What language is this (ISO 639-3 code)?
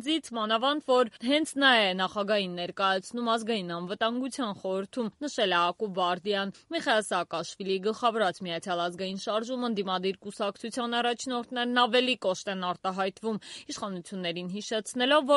hye